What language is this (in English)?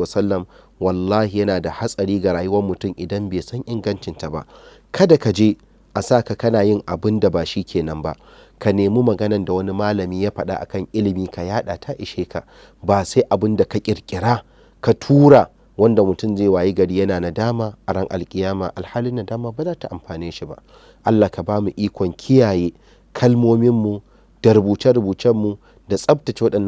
Hausa